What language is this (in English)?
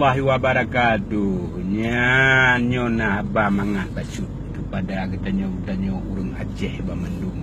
Achinese